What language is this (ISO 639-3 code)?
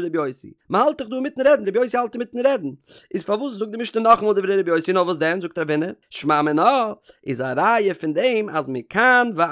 yid